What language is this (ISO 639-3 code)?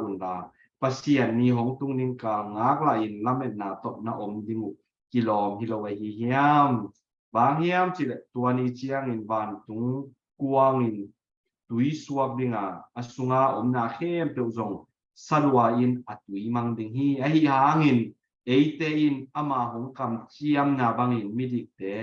ctd